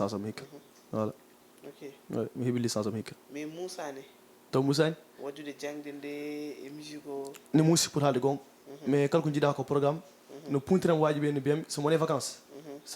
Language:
Fula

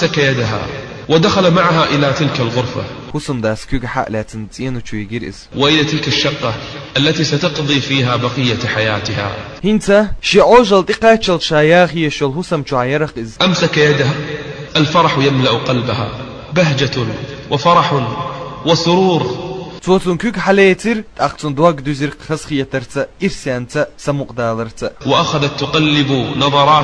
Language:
Chechen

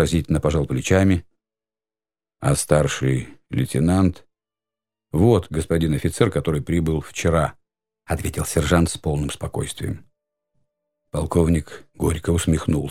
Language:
Russian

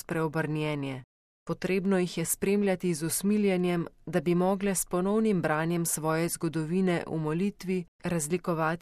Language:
Slovenian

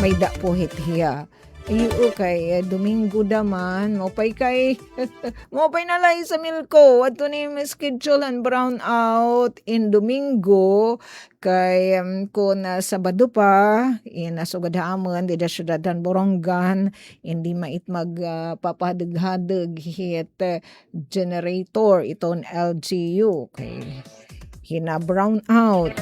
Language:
Waray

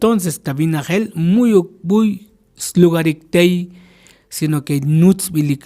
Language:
Tzotzil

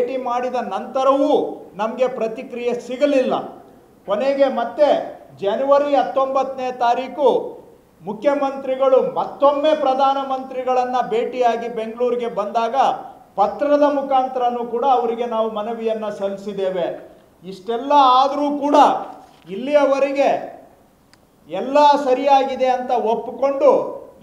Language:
Kannada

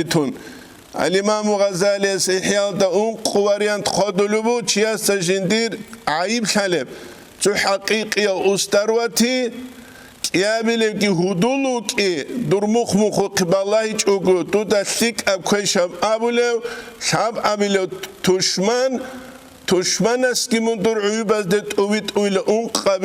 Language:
Avaric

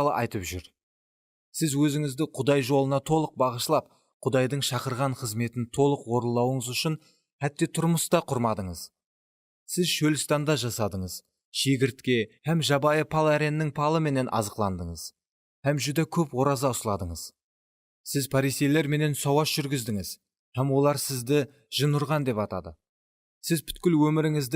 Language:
Kara-Kalpak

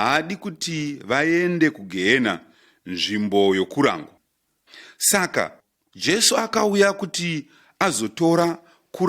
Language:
Shona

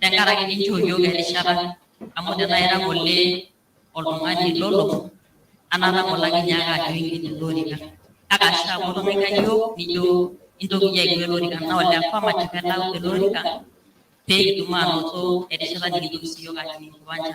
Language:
Masai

